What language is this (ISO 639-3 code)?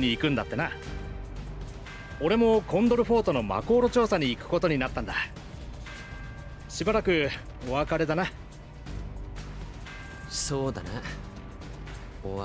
jpn